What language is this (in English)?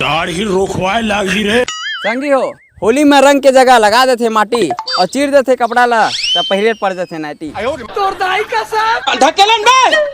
Chhattisgarhi